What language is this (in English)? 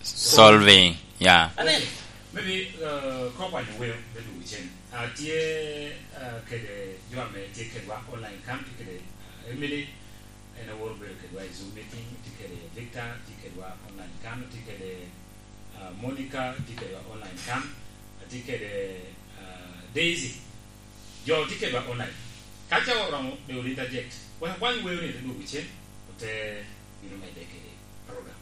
Lango (Uganda)